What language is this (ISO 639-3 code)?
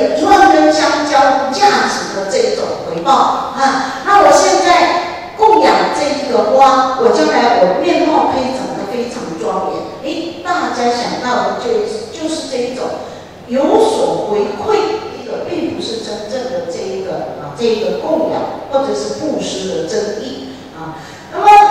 zho